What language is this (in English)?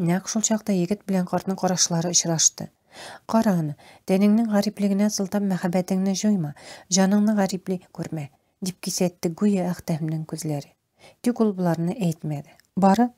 Tatar